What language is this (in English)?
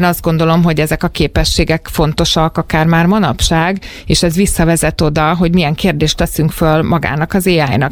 Hungarian